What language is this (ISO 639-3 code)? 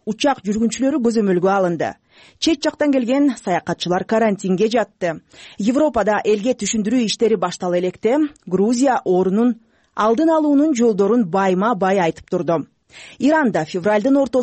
kir